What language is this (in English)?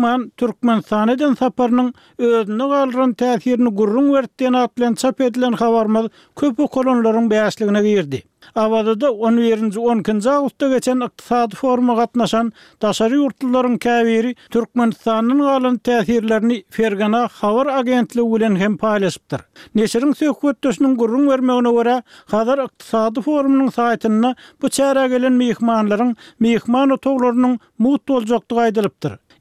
Turkmen